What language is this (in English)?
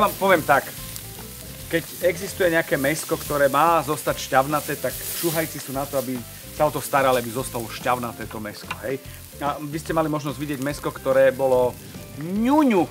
Slovak